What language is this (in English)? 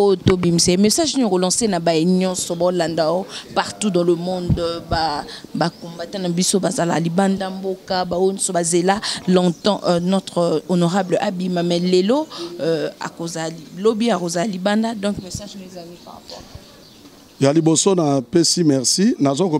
Lingala